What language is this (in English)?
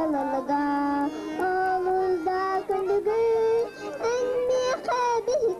Yakut